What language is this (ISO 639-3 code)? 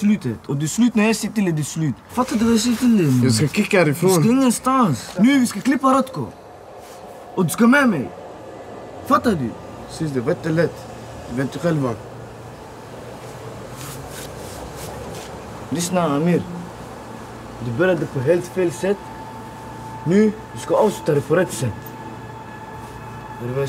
swe